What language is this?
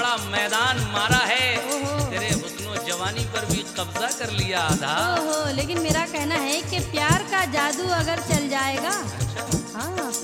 Hindi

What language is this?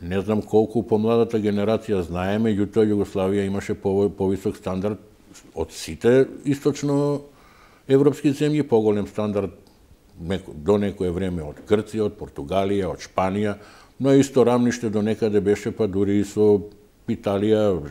Macedonian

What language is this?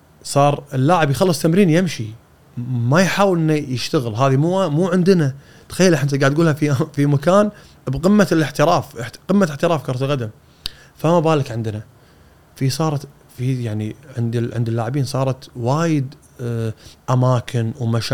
Gulf Arabic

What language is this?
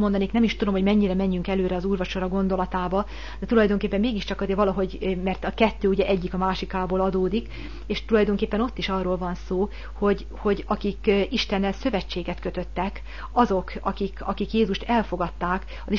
Hungarian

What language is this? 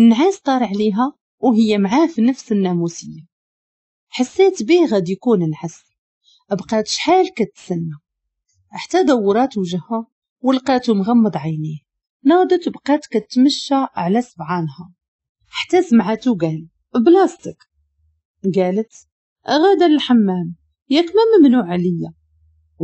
Moroccan Arabic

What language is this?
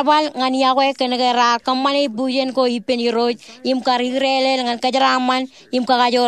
Marshallese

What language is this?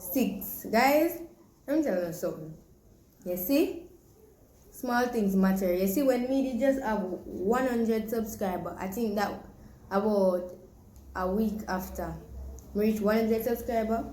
Jamaican Creole English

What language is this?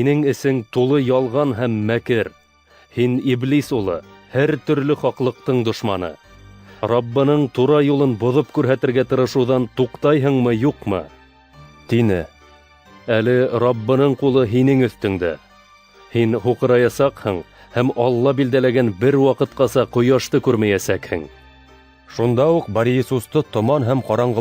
Bashkir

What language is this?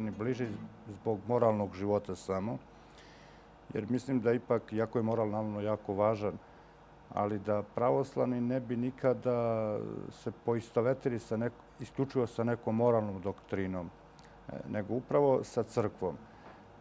Serbian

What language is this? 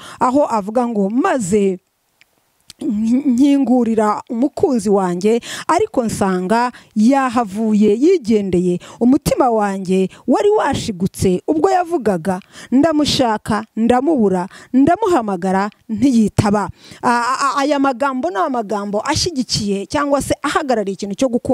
Kinyarwanda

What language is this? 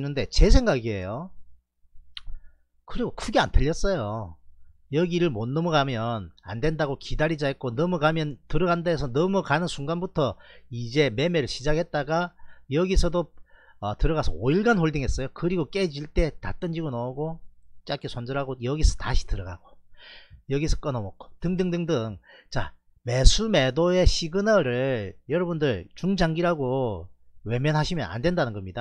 Korean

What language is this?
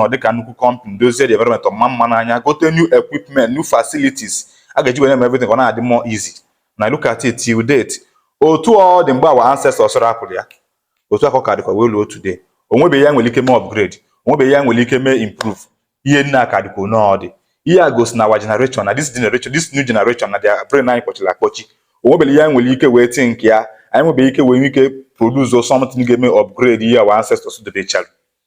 Igbo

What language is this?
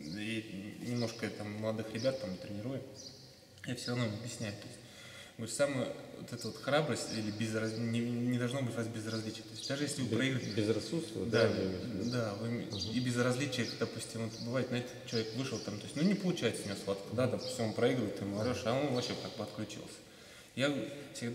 Russian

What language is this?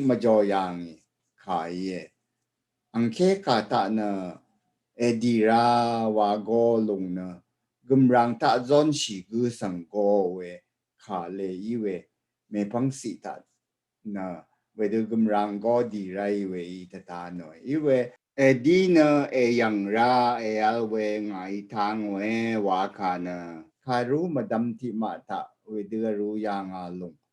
Rawang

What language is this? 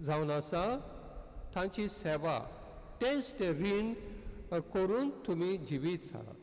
Konkani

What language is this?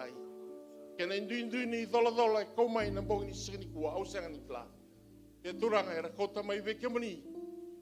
Fijian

